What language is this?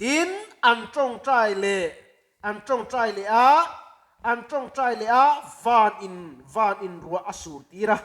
Mizo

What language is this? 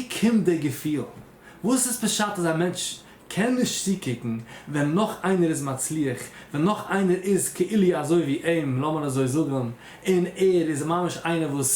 Yiddish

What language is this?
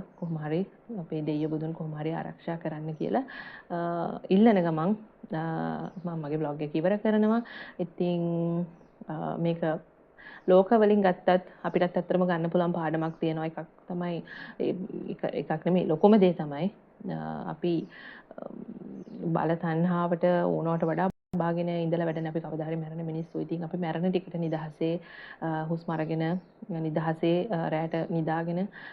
Sinhala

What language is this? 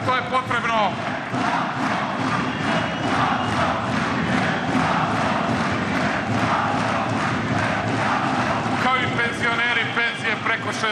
Serbian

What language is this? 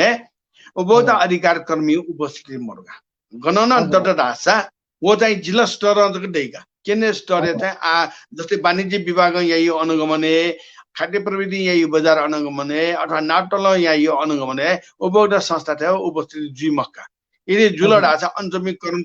Newari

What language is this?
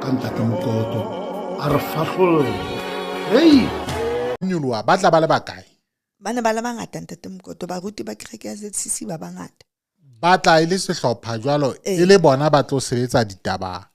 Southern Sotho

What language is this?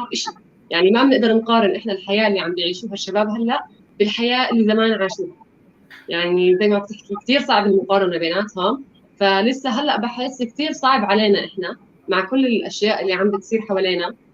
North Levantine Arabic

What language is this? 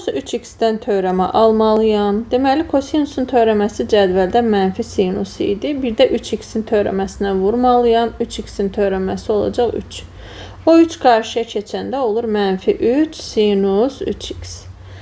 Azerbaijani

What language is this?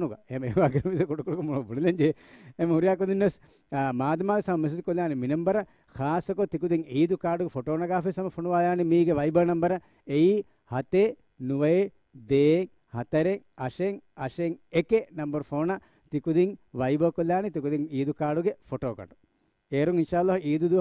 Divehi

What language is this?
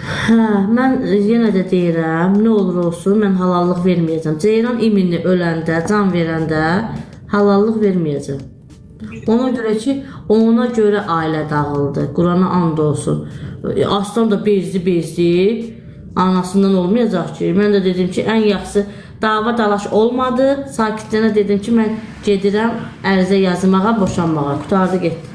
Azerbaijani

